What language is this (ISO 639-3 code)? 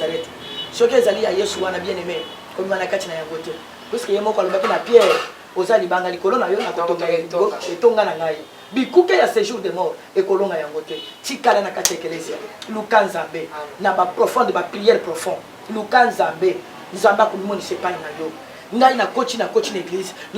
lin